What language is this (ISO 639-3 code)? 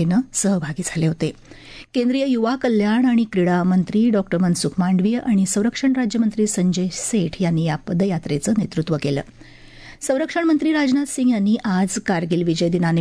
mar